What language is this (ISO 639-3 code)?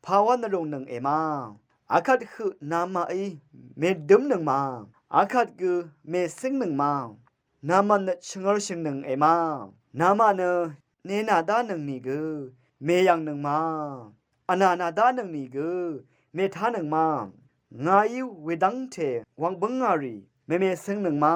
raw